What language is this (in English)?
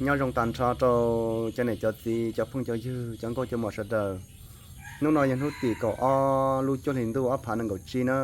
Hmong